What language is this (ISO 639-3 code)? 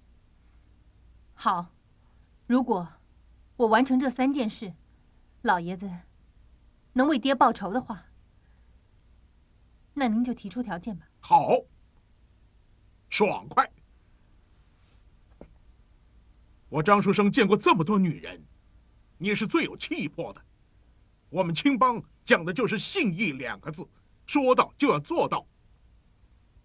zho